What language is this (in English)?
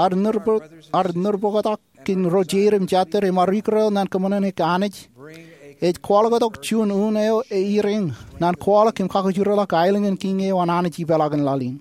Marshallese